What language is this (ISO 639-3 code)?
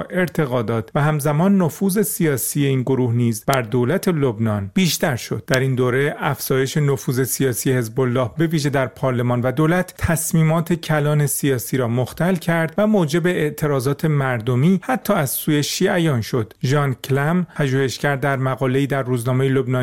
fas